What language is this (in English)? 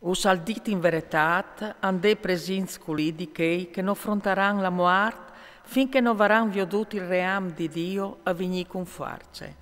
Friulian